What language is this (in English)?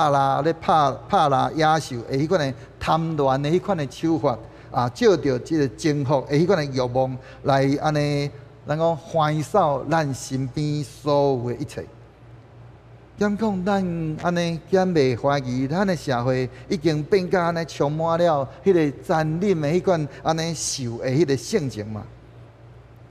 Min Nan Chinese